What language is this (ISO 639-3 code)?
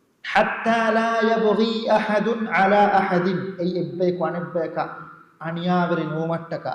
div